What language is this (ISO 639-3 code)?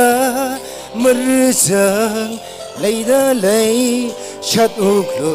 nmf